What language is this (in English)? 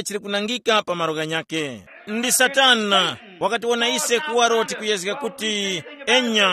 Tumbuka